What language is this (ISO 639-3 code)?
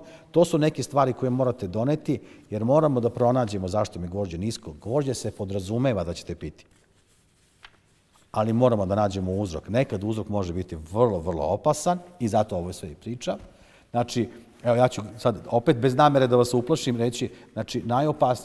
srp